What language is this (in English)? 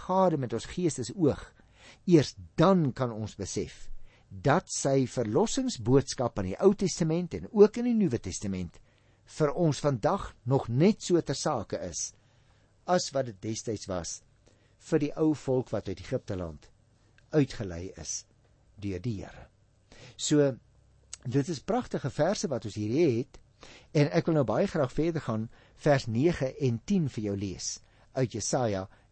Afrikaans